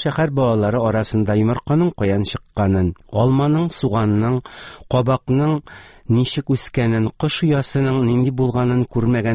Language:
Tatar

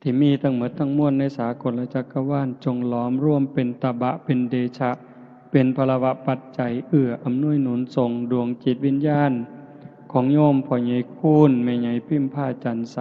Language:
Northeastern Thai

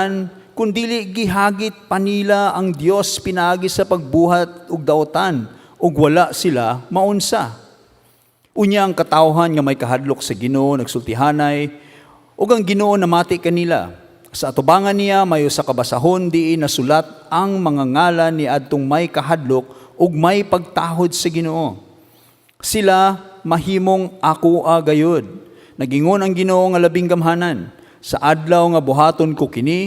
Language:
Cebuano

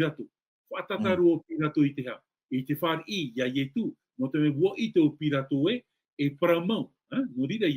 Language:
Tahitian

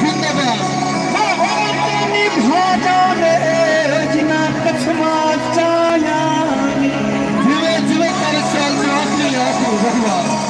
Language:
Saraiki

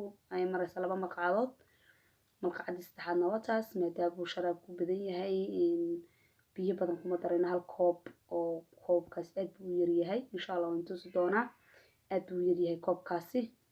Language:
Somali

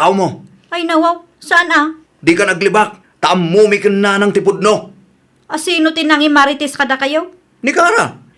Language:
Iloko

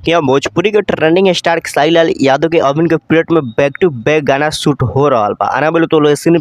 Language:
Bhojpuri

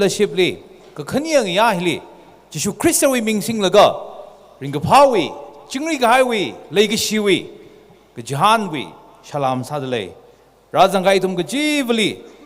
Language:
Tangkhul Naga (India)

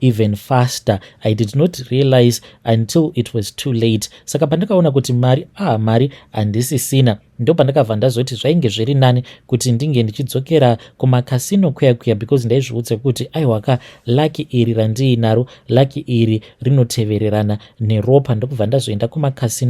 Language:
Shona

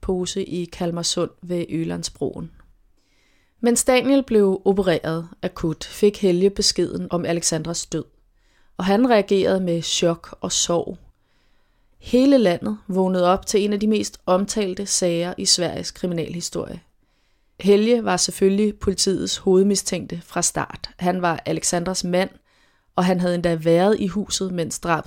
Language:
Danish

